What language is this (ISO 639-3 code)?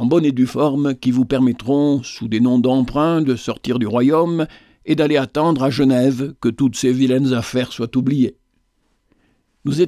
fra